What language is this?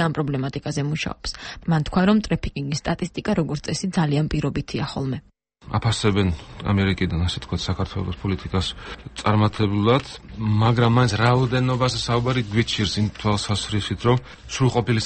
Georgian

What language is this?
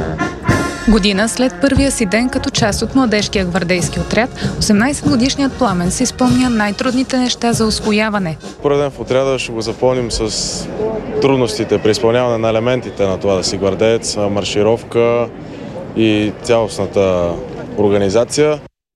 Bulgarian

